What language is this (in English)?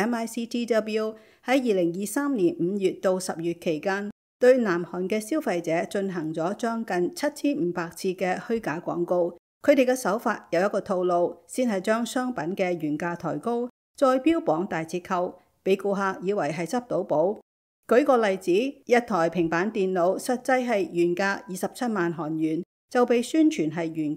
Cantonese